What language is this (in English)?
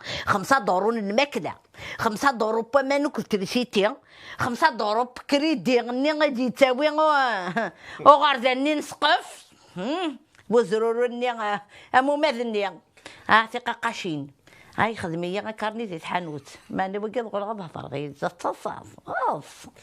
Kabyle